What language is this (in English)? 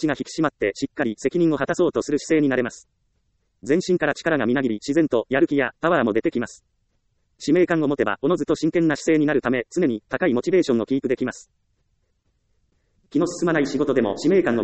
Japanese